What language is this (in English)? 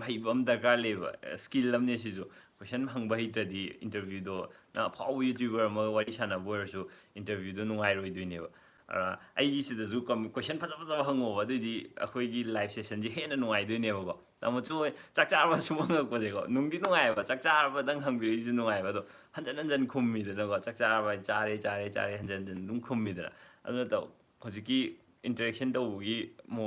Manipuri